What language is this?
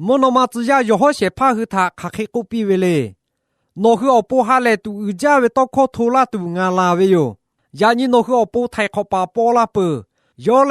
Lahu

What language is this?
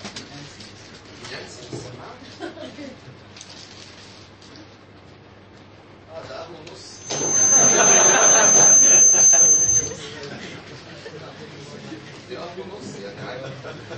Egyptian Arabic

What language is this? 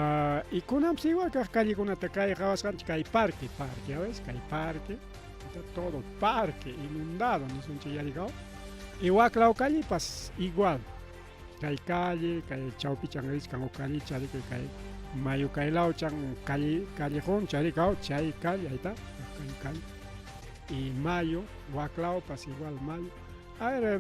Ayacucho Quechua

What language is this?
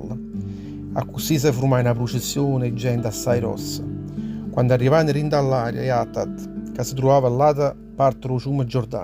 Neapolitan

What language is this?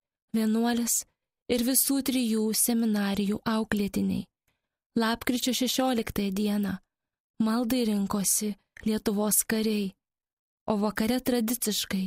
Lithuanian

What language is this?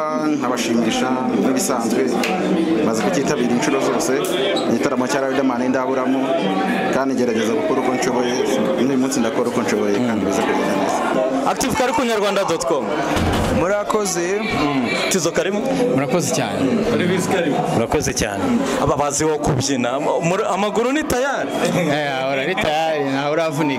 Kinyarwanda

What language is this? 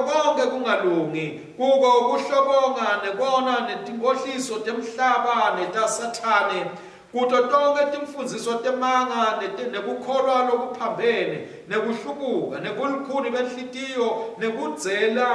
Swati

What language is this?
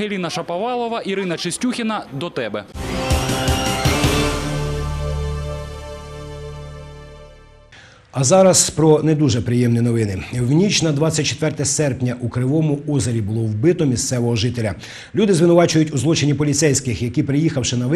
Ukrainian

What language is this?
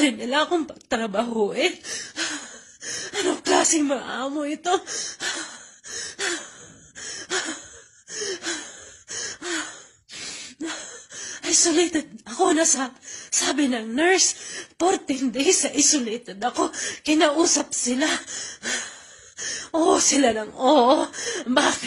Filipino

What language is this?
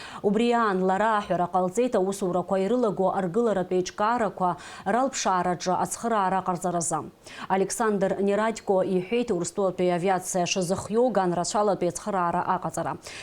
Abkhazian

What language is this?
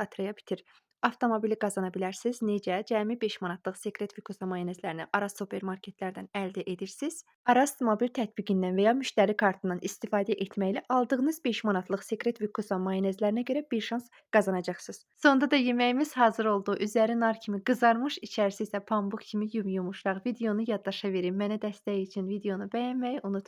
Azerbaijani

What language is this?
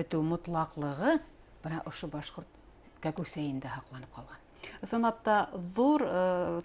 Bashkir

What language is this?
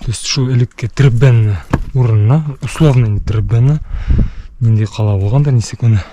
Bashkir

